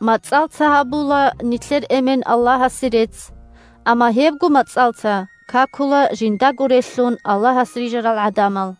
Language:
Avaric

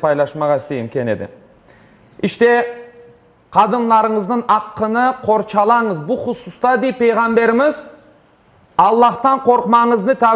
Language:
Crimean Tatar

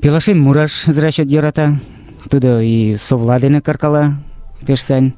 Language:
Mari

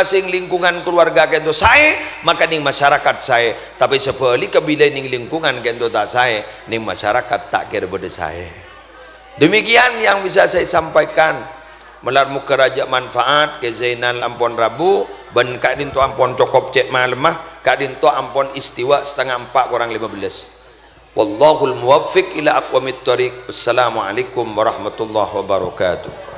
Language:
Madurese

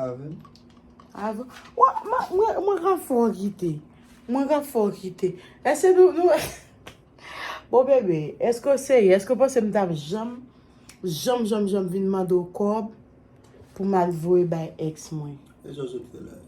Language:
Haitian Creole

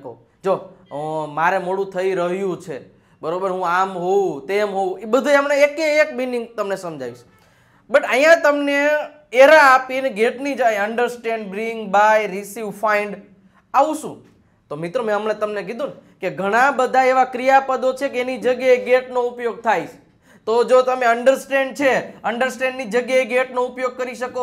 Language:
Gujarati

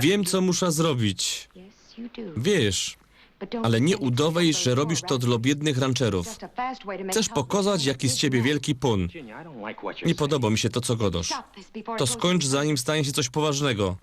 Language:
Silesian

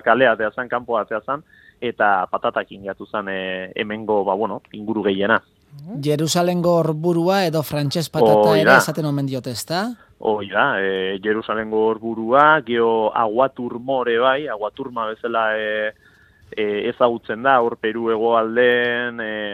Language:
Basque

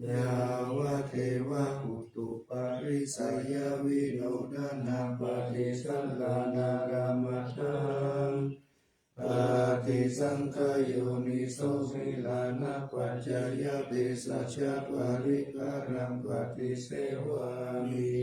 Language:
Pali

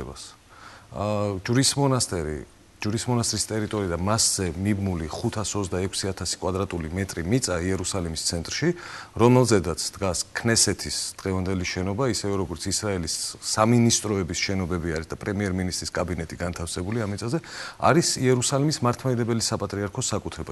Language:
Georgian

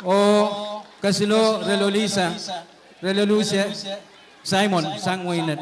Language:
Pohnpeian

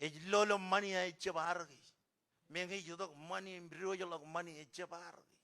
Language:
Marshallese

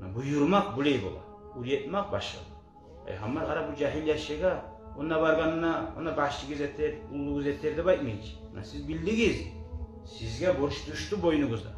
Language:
Kumyk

